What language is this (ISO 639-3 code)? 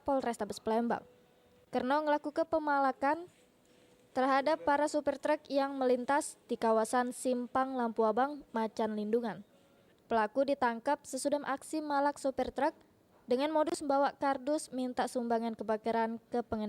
mui